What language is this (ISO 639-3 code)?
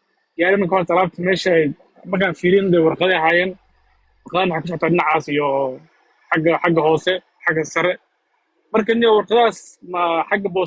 som